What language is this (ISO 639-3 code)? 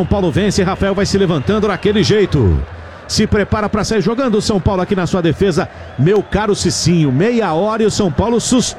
por